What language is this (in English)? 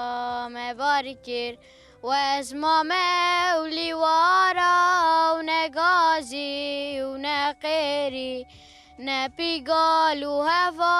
Kurdish